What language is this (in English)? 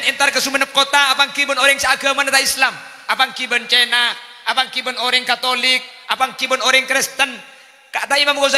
Madurese